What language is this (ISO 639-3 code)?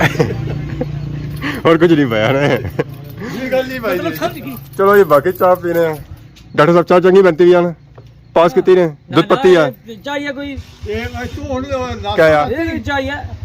phr